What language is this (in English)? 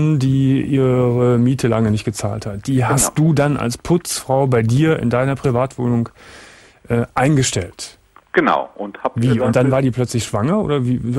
German